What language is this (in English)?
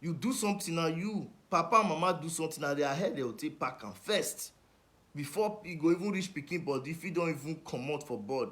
Nigerian Pidgin